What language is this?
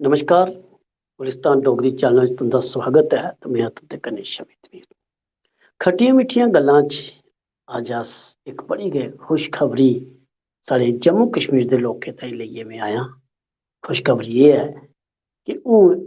Dogri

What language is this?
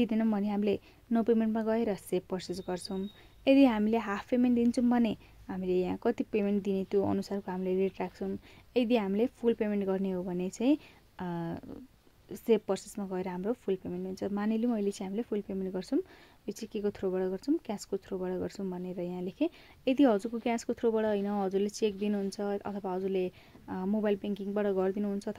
Nepali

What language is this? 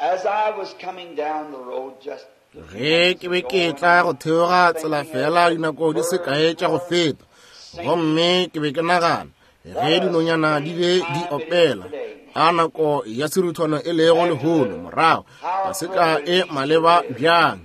Northern Sotho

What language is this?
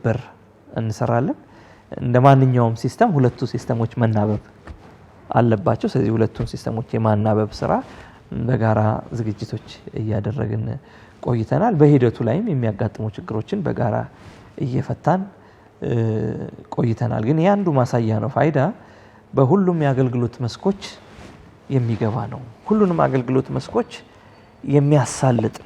Amharic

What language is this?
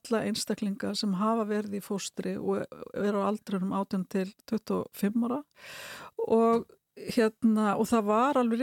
Icelandic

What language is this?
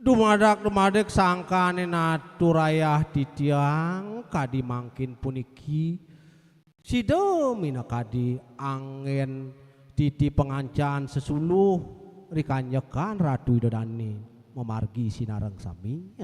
Balinese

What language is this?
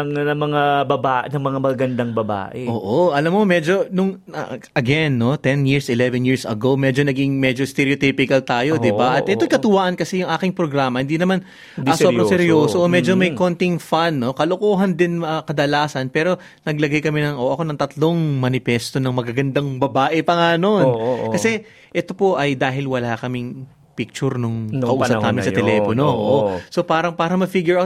Filipino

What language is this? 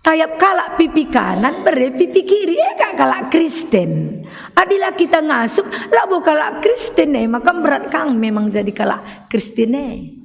Batak Karo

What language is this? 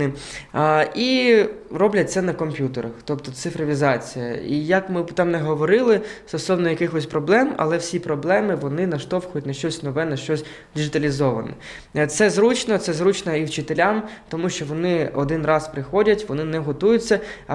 Ukrainian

